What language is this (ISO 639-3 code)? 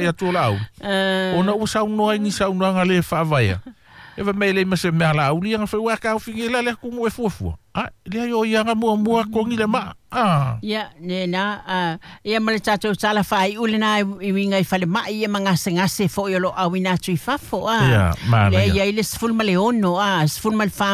smo